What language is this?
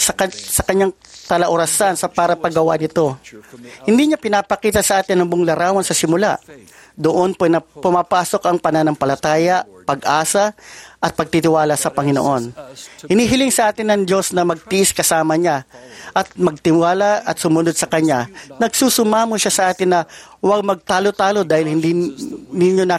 Filipino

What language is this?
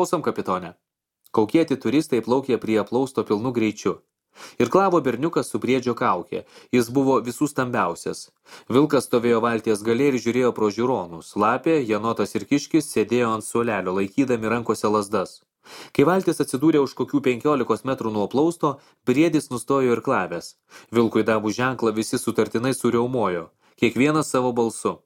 Lithuanian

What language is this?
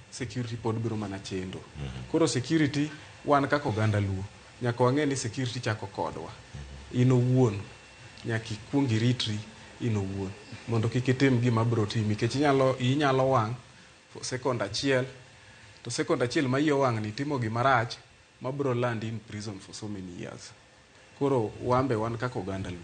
Luo (Kenya and Tanzania)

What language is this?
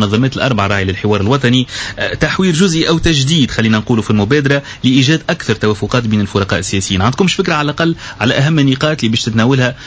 Tunisian Arabic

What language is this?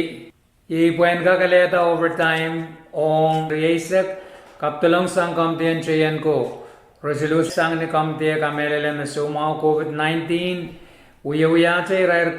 Pohnpeian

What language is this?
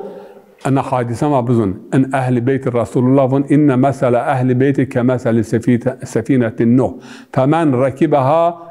Zaza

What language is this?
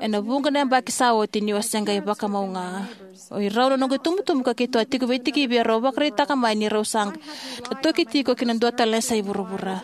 Fijian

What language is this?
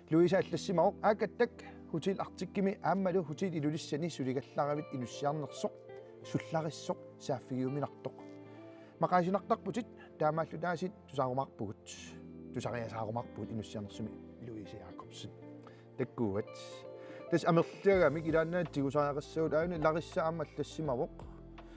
Kalaallisut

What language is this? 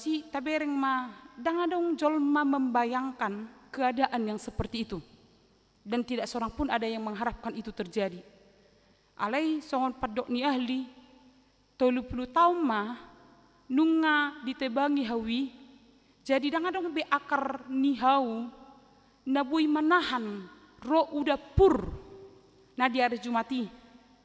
Batak Toba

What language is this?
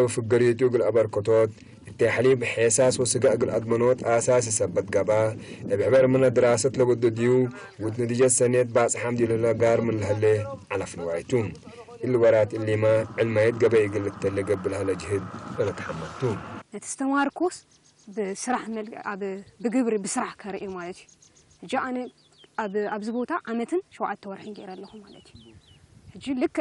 Tigre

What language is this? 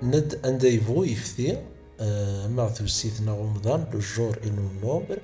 Kabyle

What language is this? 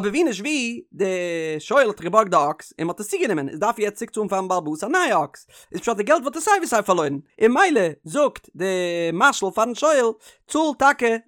Yiddish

